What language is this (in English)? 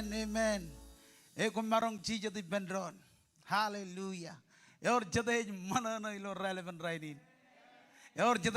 Marshallese